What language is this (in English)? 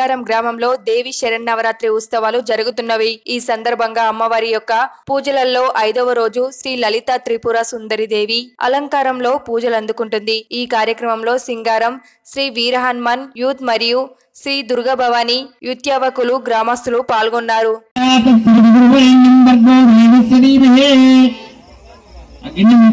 Telugu